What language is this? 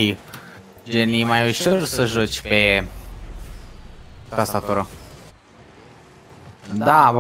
Romanian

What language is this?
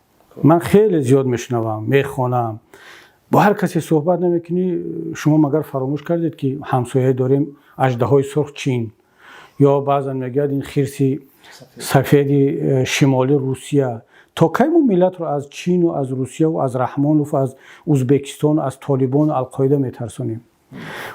Tajik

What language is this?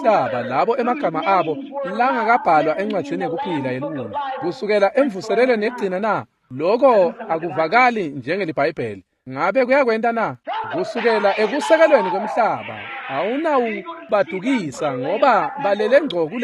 Swati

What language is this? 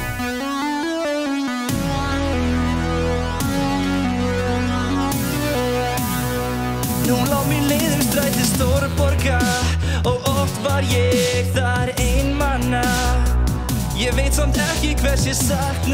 Icelandic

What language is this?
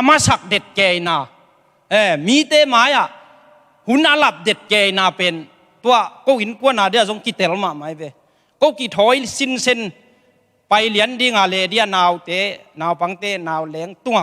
Tedim Chin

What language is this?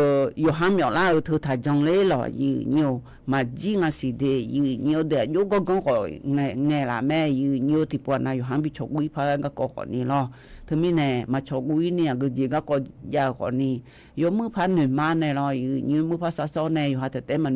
Akha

